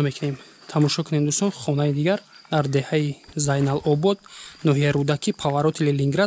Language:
Tajik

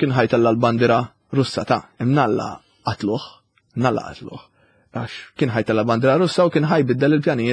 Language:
Maltese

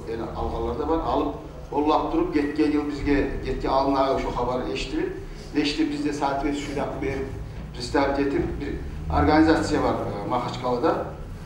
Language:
Kumyk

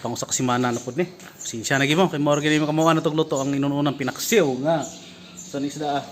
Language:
Cebuano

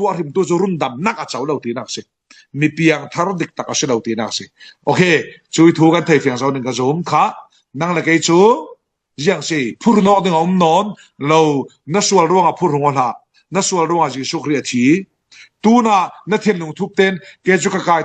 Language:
Falam Chin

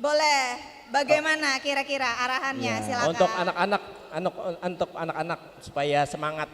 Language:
Banjar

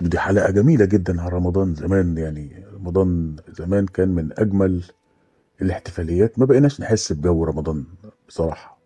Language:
Egyptian Arabic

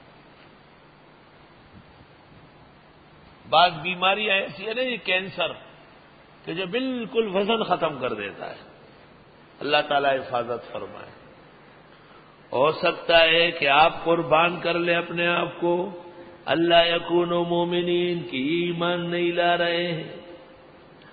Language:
Urdu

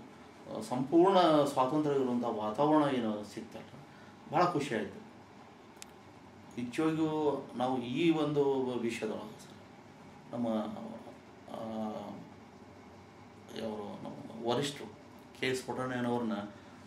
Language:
Kannada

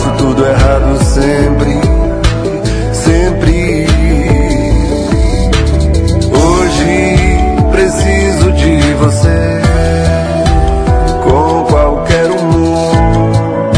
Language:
Portuguese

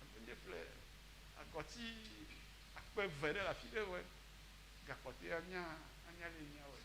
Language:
Ewe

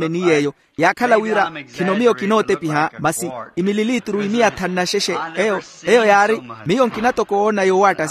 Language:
Makhuwa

